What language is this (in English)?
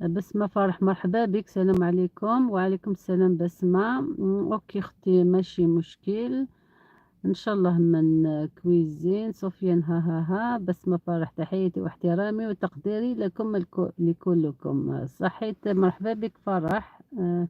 Algerian Arabic